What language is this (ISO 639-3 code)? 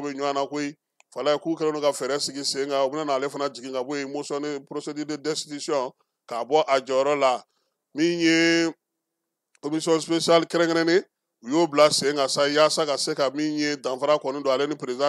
bam